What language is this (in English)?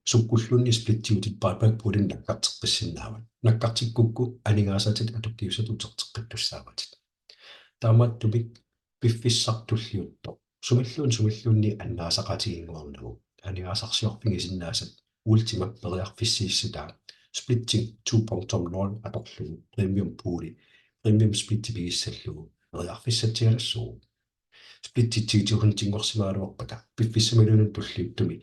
Kalaallisut